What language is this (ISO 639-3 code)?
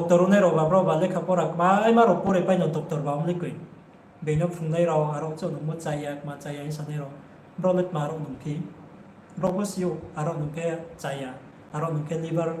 ria